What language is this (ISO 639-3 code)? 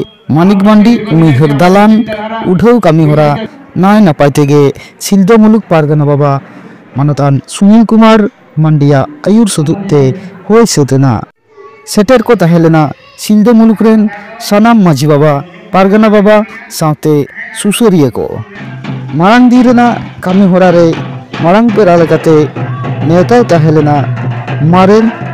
sat